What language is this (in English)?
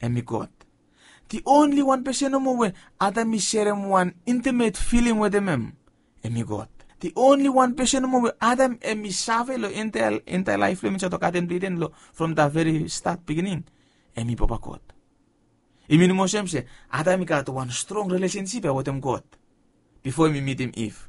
Bislama